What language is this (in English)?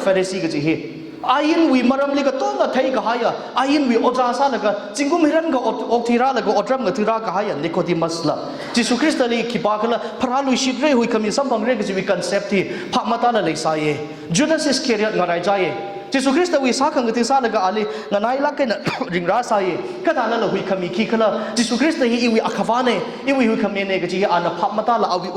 Tangkhul Naga (India)